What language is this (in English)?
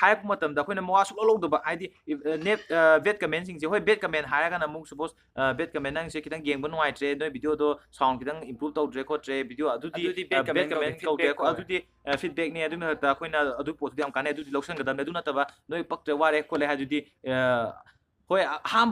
Manipuri